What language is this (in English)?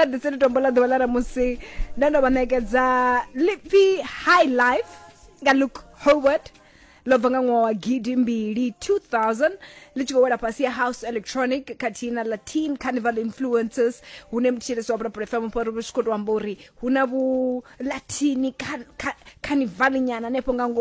Venda